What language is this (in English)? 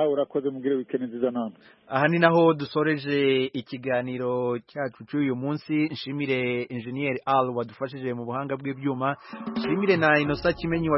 Kinyarwanda